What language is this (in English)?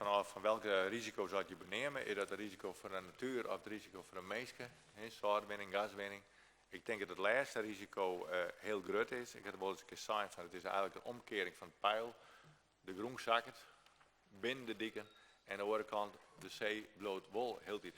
Western Frisian